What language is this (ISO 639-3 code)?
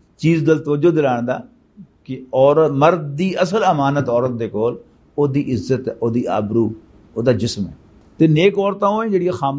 lah